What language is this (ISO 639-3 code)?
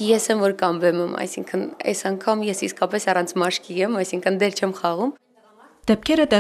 hye